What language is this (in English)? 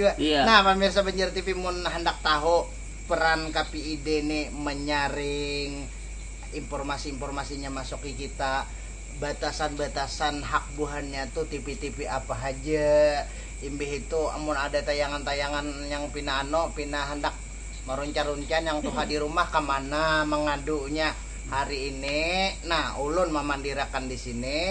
Banjar